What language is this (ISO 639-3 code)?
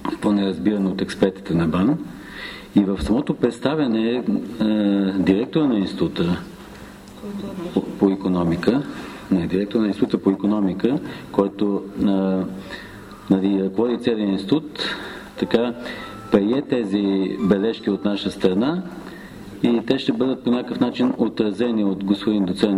bul